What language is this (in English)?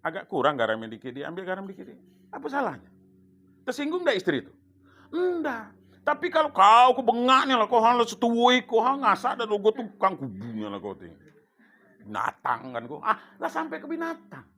Minangkabau